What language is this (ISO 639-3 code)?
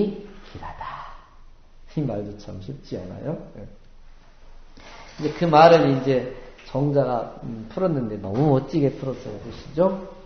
kor